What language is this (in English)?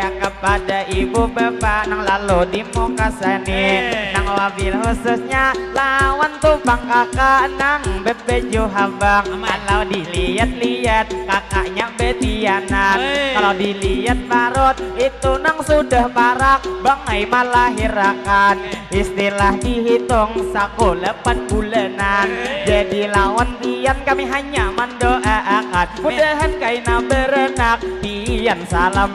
Banjar